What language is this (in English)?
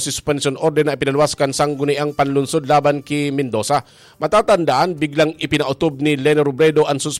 Bikol